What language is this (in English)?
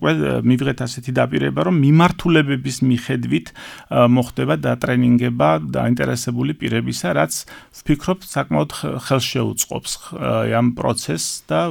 Georgian